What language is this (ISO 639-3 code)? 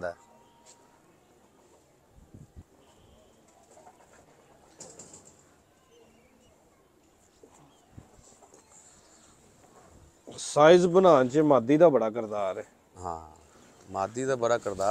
pan